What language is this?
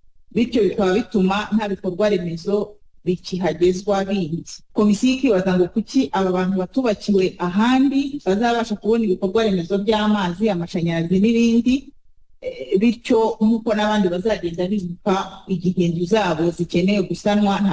Kinyarwanda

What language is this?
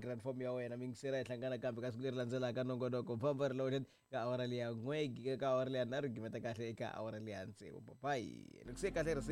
Tsonga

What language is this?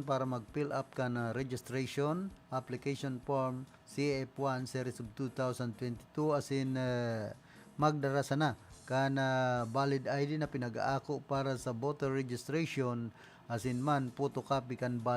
Bikol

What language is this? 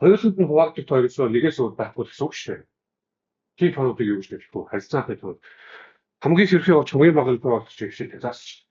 Mongolian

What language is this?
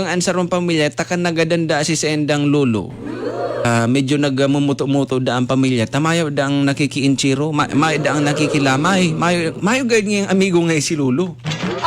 Bikol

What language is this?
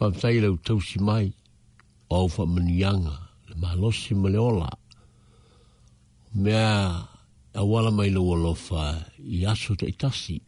Samoan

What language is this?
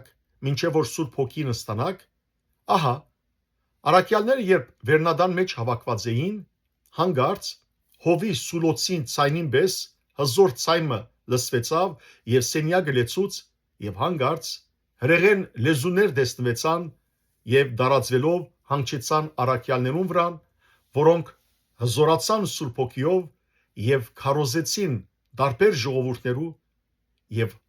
Western Armenian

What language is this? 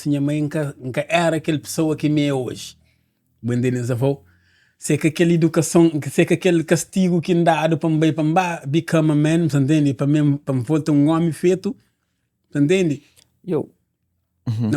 Kabuverdianu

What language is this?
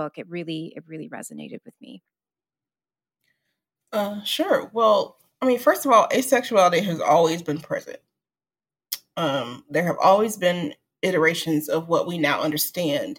English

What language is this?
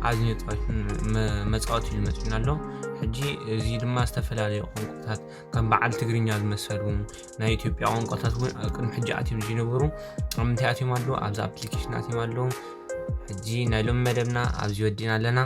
Tigrinya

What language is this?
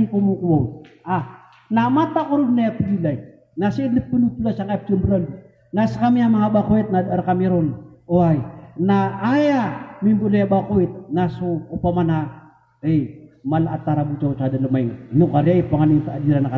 Maranao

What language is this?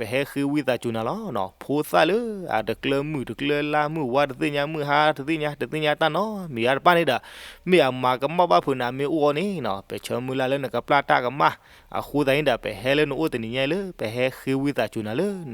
S'gaw Karen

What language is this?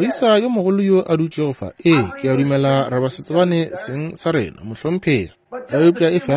Northern Sotho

